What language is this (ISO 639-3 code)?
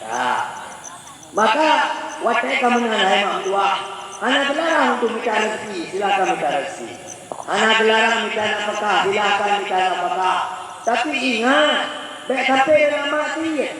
ace